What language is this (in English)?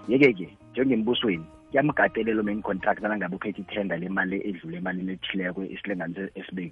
South Ndebele